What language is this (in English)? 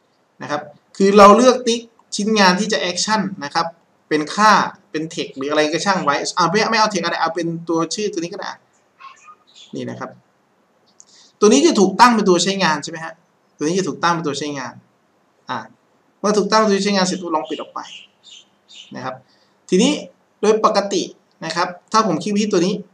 Thai